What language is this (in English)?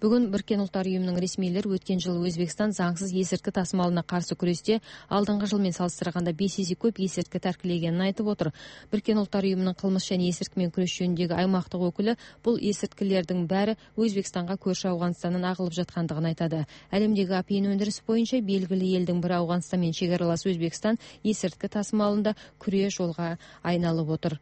Kyrgyz